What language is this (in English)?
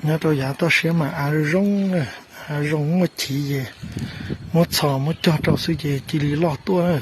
Hmong